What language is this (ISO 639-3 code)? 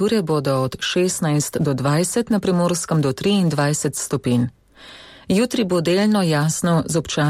slv